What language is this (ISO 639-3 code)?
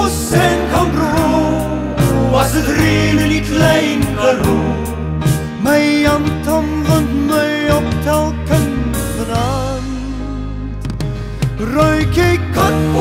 afr